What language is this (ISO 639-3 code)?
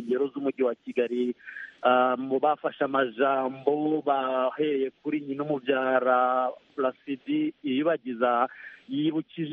kin